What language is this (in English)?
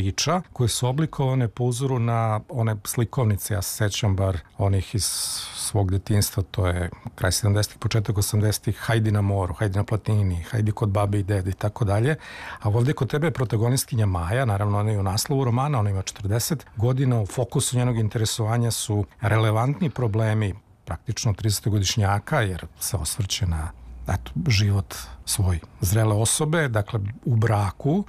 Serbian